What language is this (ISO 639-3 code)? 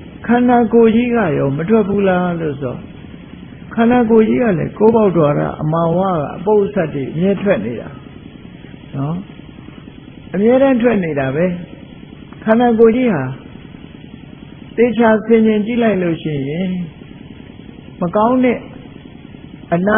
mya